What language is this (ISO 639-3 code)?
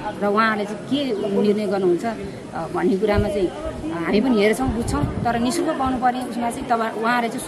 nep